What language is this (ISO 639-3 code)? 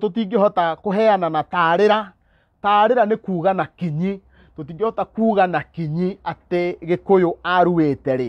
kik